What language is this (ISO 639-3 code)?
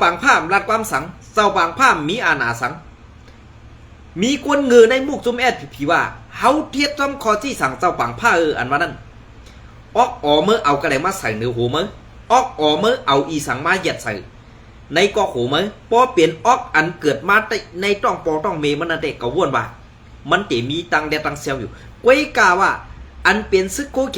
shn